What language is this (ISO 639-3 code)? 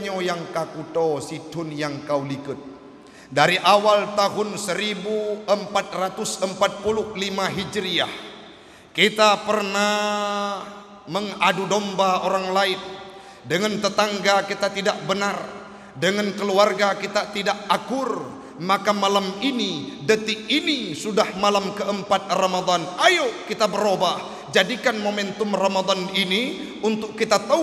ace